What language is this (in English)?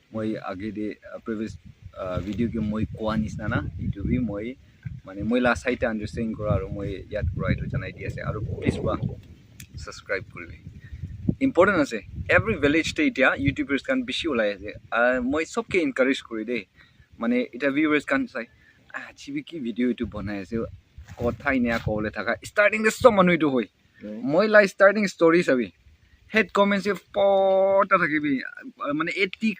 Naga Pidgin